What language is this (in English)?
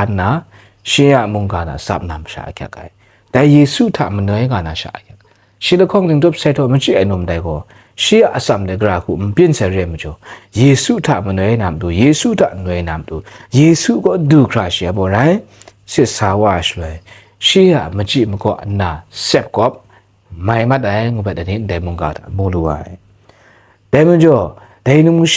Kachin